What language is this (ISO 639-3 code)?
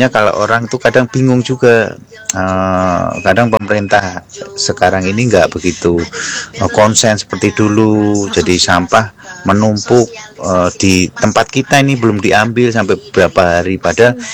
ind